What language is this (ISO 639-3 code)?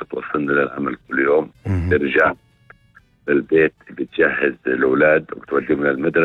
apc